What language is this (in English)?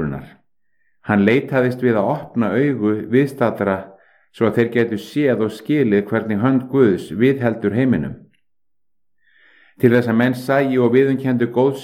Icelandic